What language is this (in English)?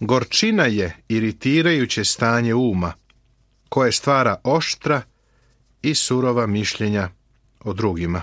Serbian